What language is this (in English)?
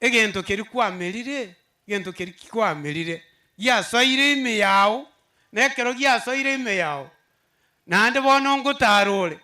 Gusii